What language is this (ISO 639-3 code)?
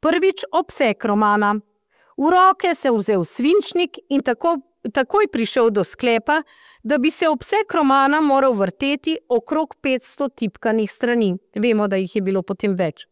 slv